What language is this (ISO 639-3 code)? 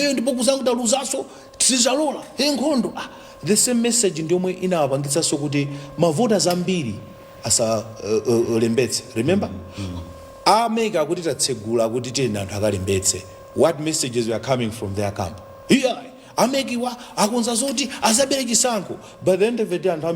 nya